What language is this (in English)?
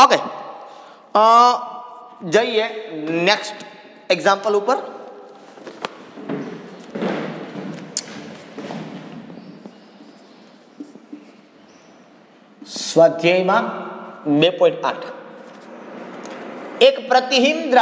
Gujarati